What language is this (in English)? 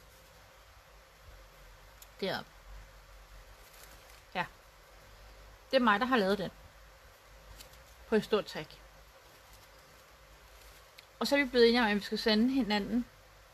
Danish